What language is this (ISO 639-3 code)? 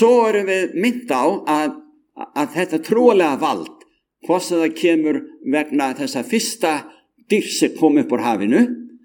isl